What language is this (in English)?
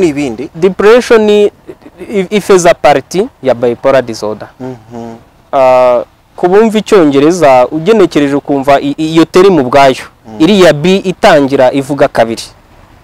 Kinyarwanda